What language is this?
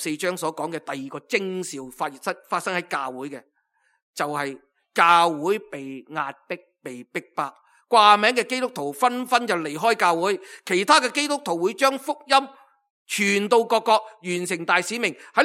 Cantonese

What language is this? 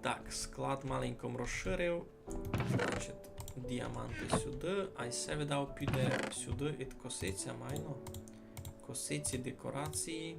Rusyn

